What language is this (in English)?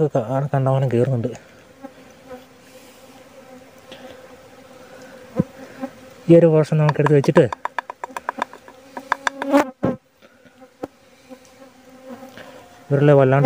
Malayalam